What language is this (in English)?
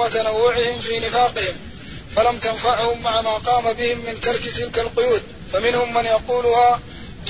Arabic